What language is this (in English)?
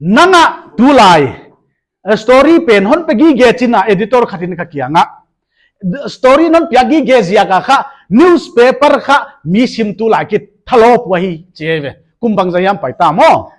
Paite Chin